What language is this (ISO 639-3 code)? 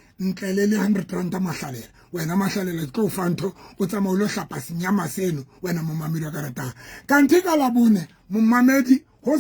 sot